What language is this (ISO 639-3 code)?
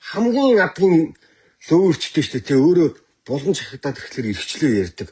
mon